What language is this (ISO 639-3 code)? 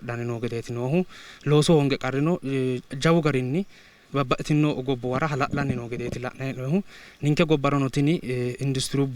sid